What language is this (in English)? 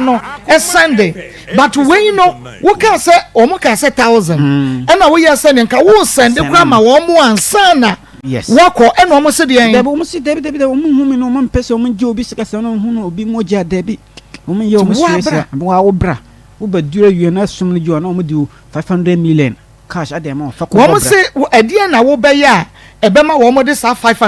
Akan